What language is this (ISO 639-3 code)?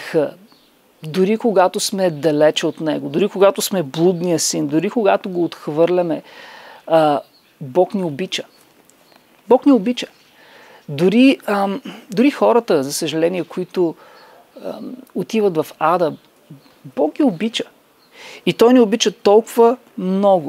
bul